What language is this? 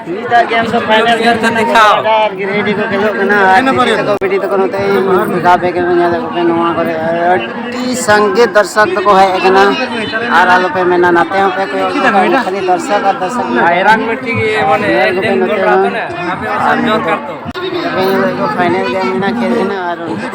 Santali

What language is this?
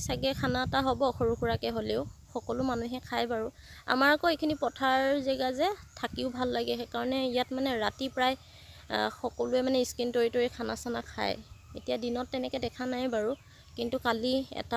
Assamese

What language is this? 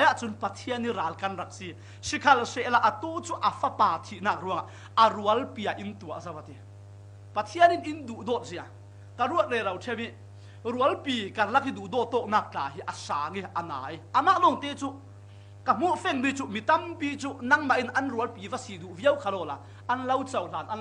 Falam Chin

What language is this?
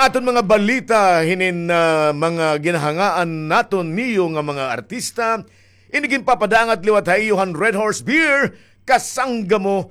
Waray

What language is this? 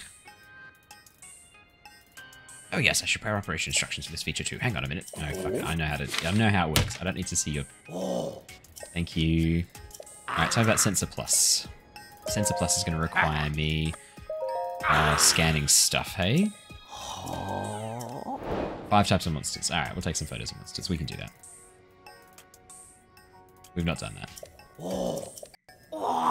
English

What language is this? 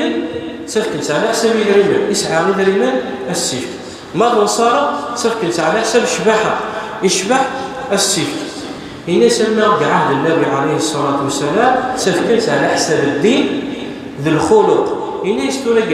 Kabyle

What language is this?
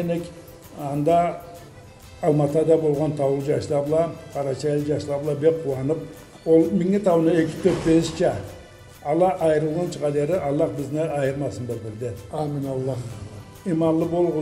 Karachay-Balkar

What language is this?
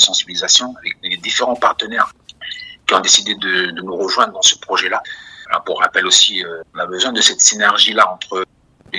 French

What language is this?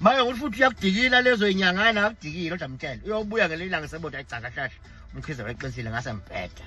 Zulu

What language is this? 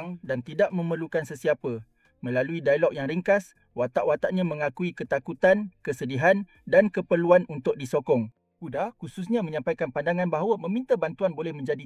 Malay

